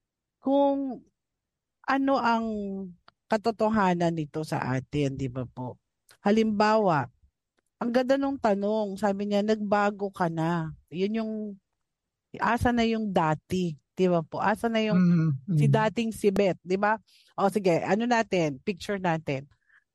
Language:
Filipino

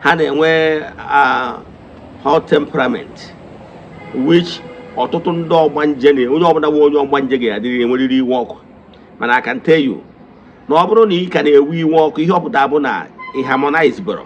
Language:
Igbo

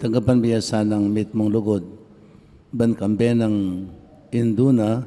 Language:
Pampanga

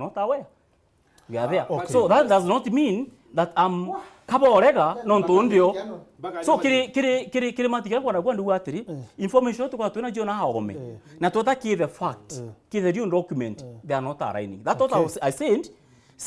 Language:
Meru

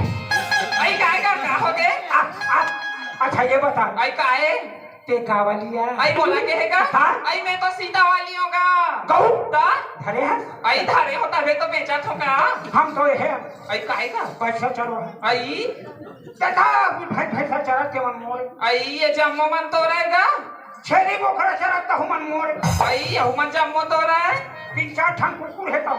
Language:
Chhattisgarhi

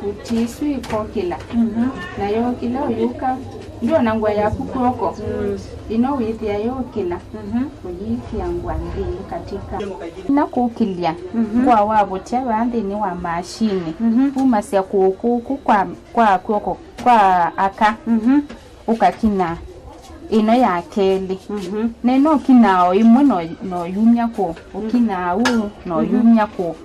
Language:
Kamba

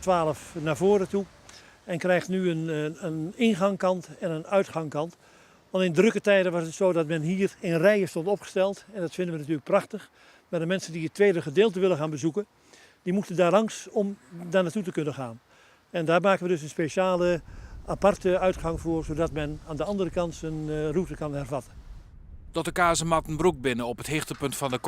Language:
Western Frisian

